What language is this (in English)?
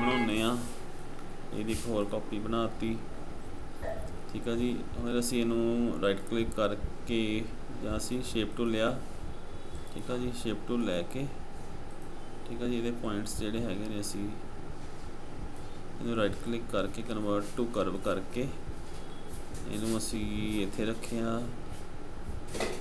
Punjabi